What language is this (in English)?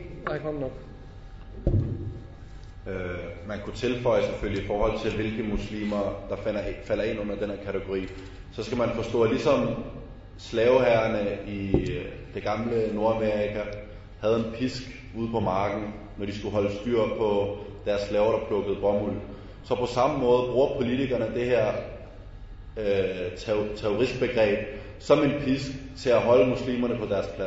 Danish